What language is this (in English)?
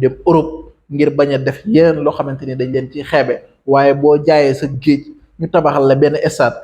Wolof